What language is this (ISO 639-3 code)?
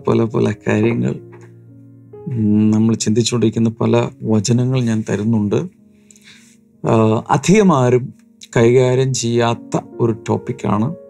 mal